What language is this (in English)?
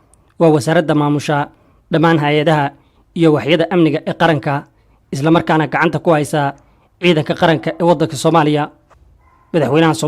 Somali